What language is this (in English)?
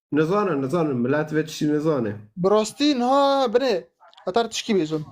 Kurdish